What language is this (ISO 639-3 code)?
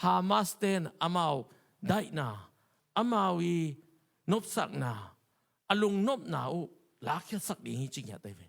ctd